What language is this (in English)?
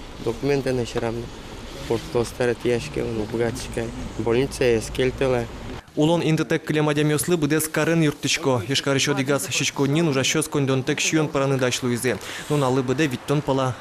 Udmurt